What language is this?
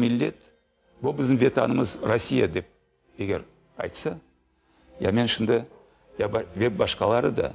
Crimean Tatar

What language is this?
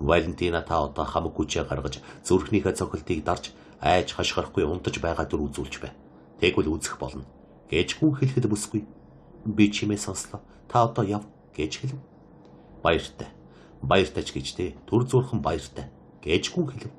Mongolian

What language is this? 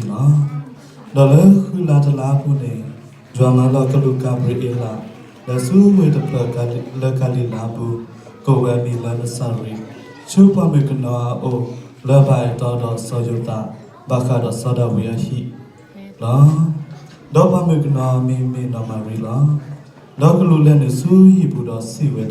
S'gaw Karen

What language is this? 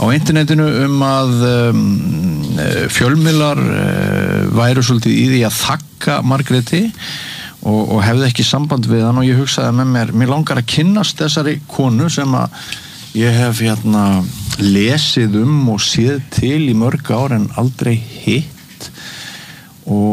Icelandic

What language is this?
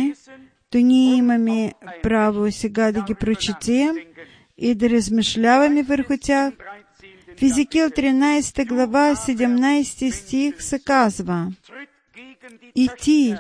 Bulgarian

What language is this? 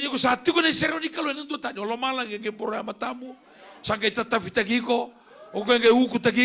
Fijian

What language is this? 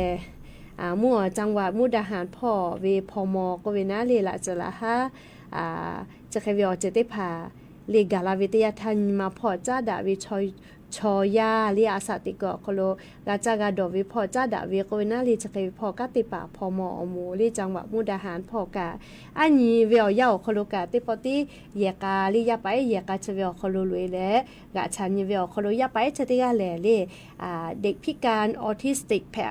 Lahu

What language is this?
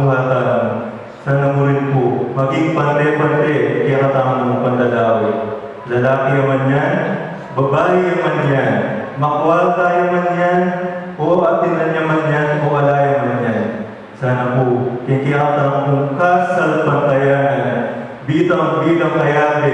Pampanga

